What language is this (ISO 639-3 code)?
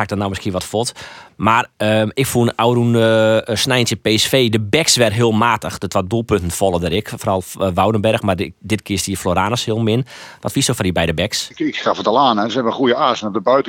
fry